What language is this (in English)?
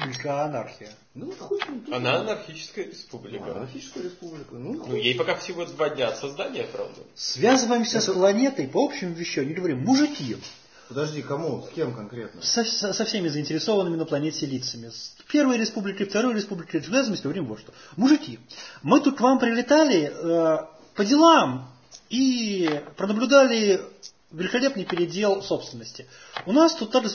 Russian